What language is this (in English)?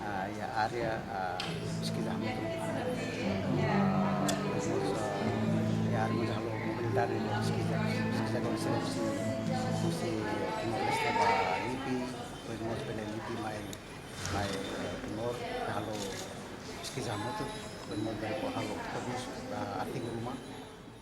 Tetum